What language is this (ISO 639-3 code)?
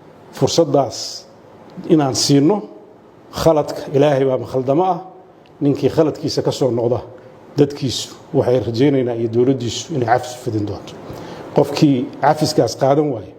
som